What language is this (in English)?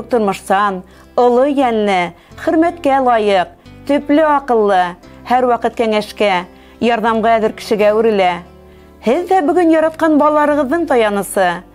Bashkir